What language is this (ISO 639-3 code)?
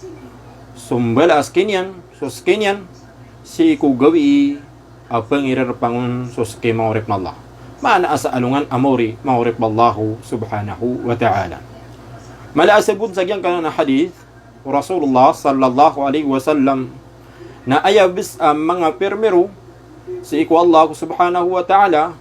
mrw